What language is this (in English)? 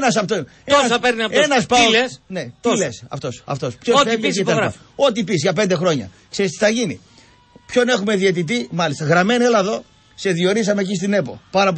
Greek